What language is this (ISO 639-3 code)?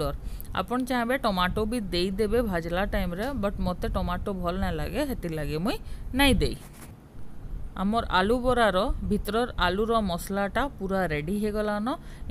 spv